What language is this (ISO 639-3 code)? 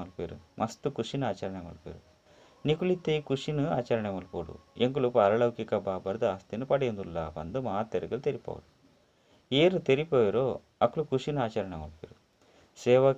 tcy